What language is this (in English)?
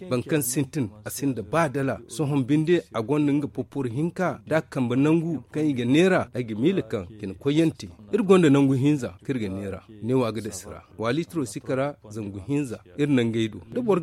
Zarma